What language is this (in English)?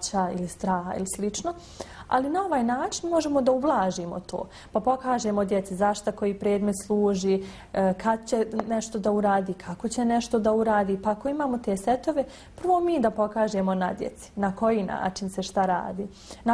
Bosnian